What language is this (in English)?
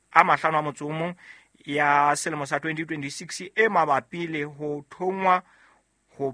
Southern Sotho